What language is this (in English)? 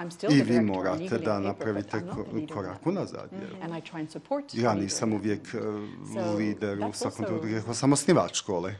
Bosnian